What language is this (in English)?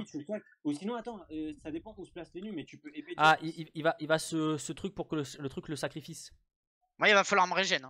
French